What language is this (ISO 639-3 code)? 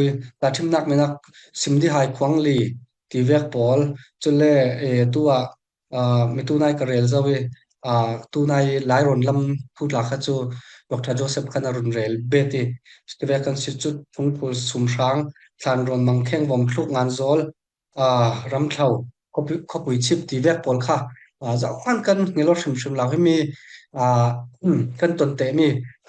cfm